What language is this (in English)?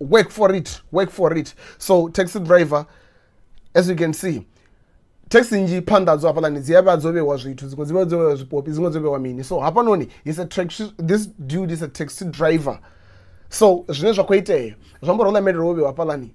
Venda